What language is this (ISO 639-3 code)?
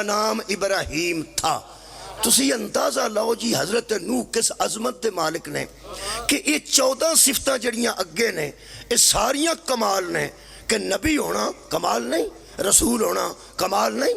phr